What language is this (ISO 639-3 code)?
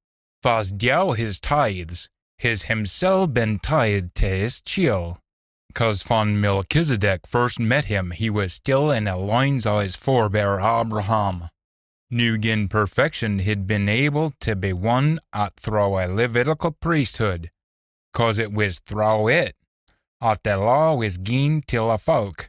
sco